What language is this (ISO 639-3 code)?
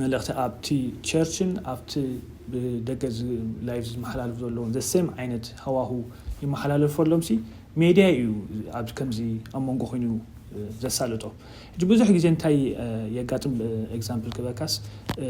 tir